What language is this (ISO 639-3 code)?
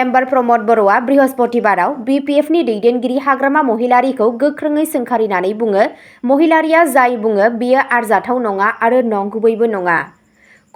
brx